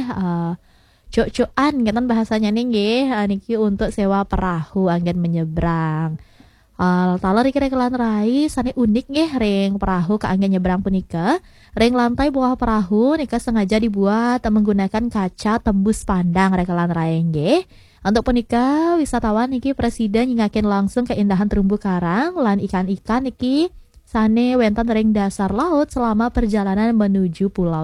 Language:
Balinese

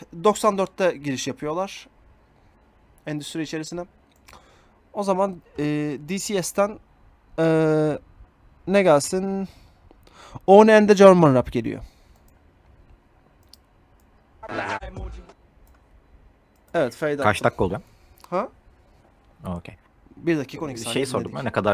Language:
Turkish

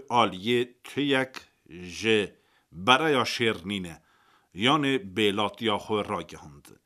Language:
Kurdish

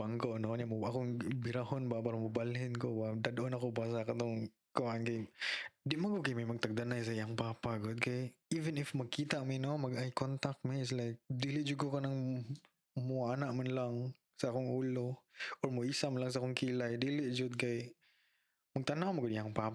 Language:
Cebuano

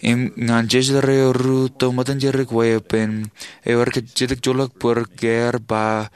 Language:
Marshallese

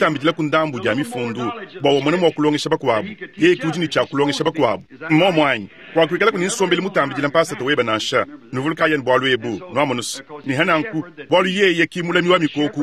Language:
Luba-Lulua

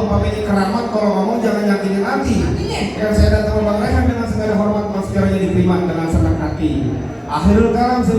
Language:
Betawi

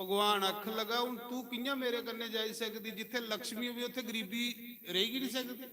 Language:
Dogri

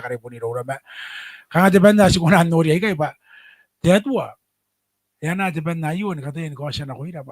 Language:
Gilbertese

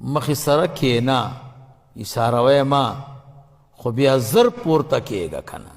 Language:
Pashto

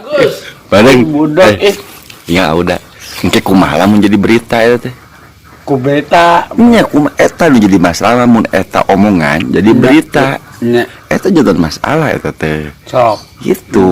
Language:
Sundanese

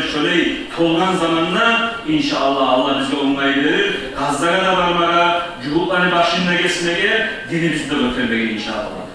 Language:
Kumyk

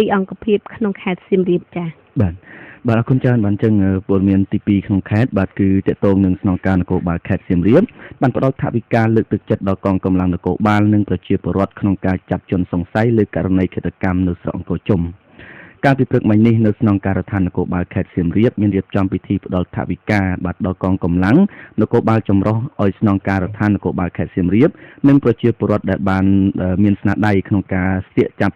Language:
Khmer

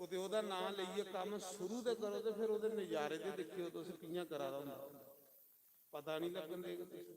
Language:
Dogri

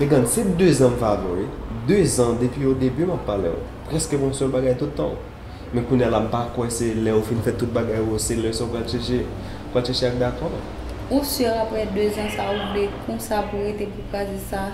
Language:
Haitian Creole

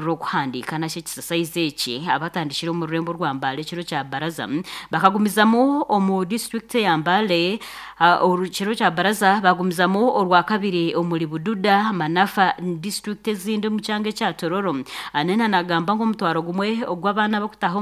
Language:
Nyankole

